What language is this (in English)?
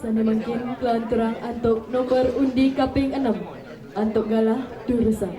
Balinese